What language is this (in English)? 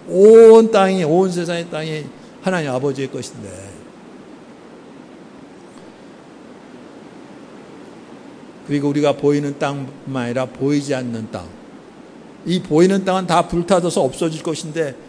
Korean